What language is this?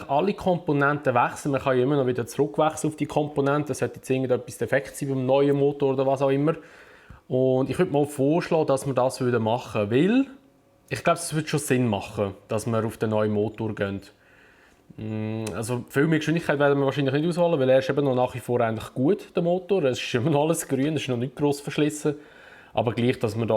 Swiss German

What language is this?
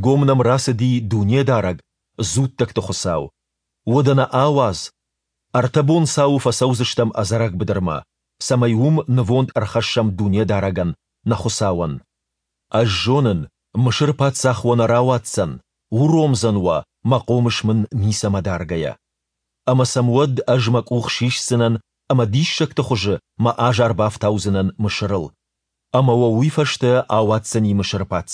Ossetic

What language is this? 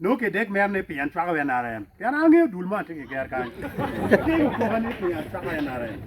Acoli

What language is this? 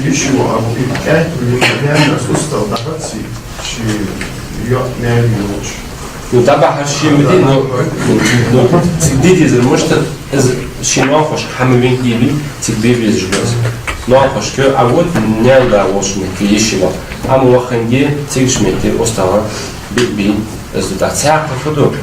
Ingush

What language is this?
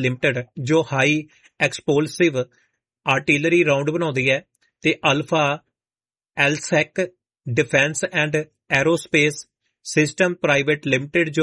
Punjabi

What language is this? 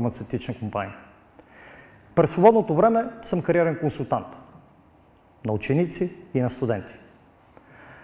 Bulgarian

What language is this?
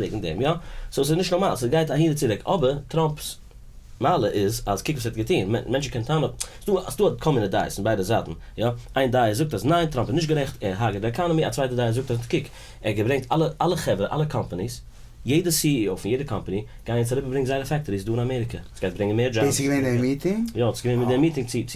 Yiddish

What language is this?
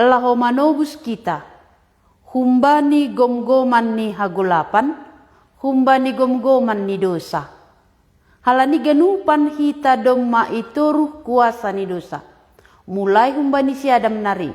Batak Simalungun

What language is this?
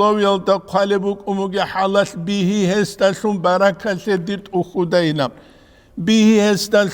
Avaric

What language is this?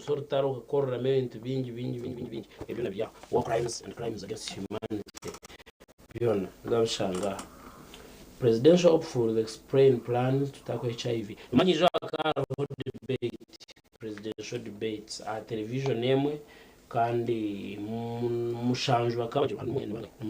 Nyankole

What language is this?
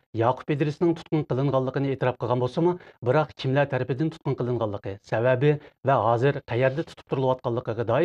Uyghur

